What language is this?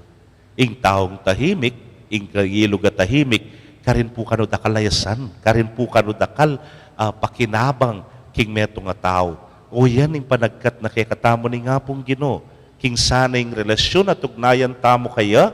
Pampanga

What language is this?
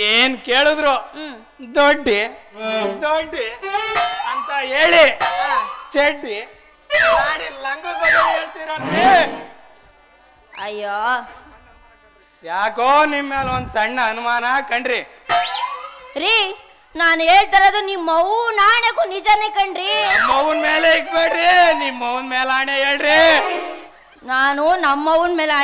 Kannada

